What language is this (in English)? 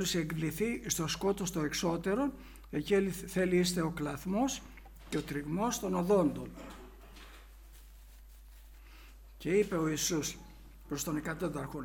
Greek